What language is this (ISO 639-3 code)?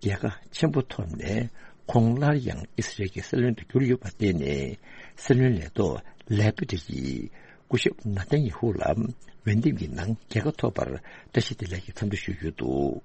bod